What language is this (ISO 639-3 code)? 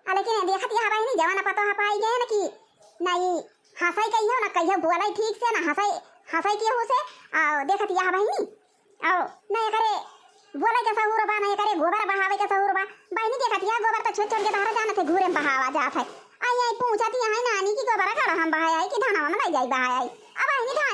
awa